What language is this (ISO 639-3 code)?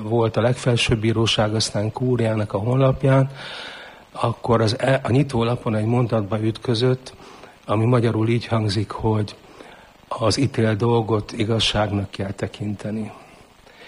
hun